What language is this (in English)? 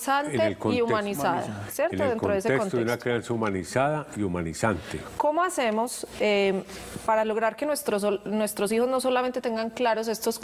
Spanish